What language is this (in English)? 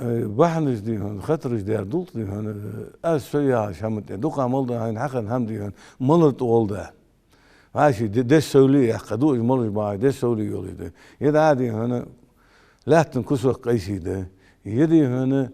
Ingush